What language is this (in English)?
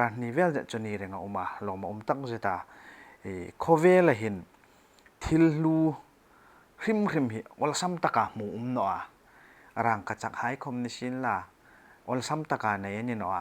Hmar